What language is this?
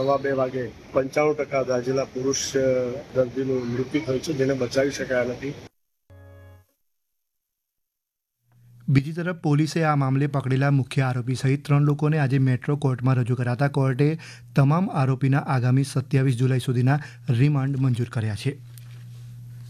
Gujarati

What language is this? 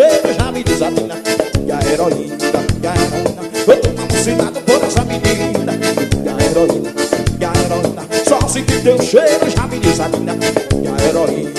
Portuguese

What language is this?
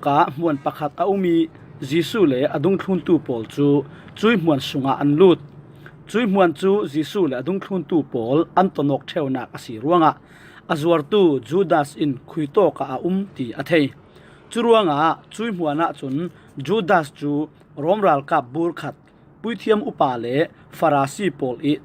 Falam Chin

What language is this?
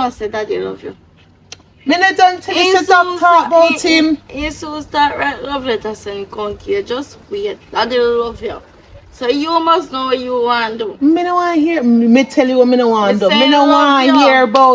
Jamaican Creole English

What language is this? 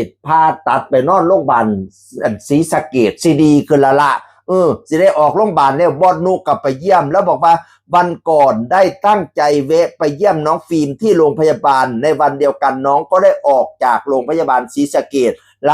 Northeastern Thai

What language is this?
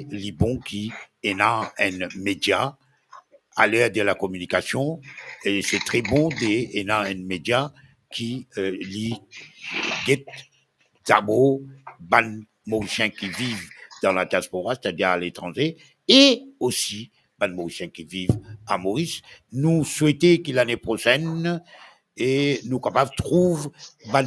Morisyen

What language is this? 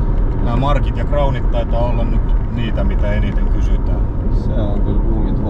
Finnish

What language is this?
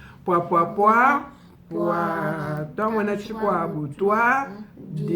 Luba-Lulua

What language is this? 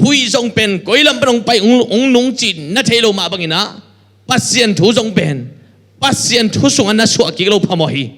Tedim Chin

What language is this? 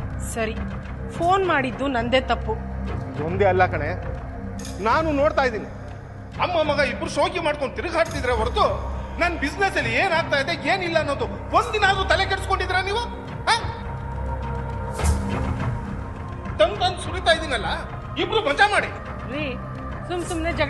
Kannada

